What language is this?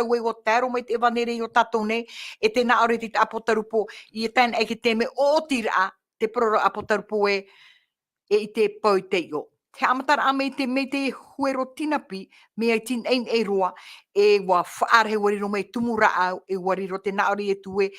Tahitian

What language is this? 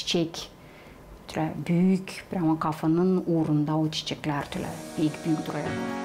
Gagauz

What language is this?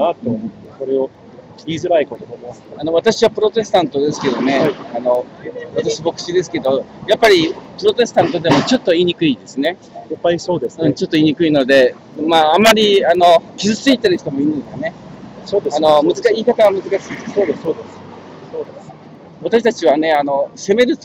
Japanese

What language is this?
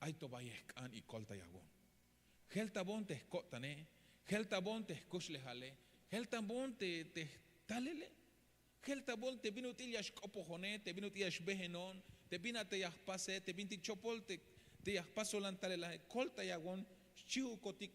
Tzeltal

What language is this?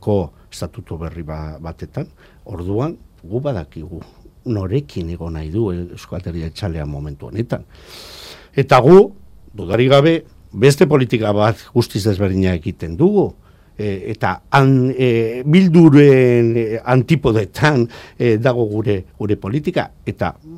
Basque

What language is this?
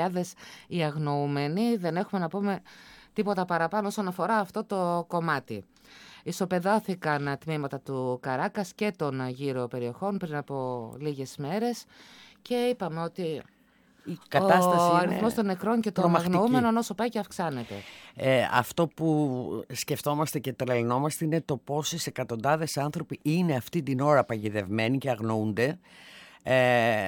Greek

